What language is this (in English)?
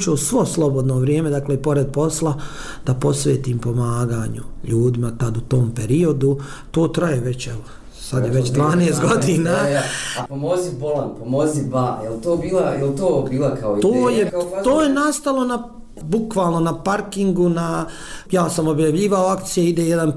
Bosnian